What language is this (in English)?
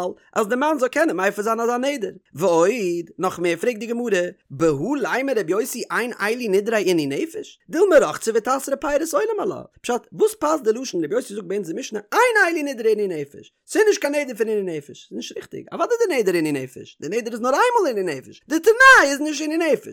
Yiddish